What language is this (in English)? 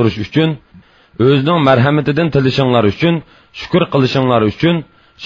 Uyghur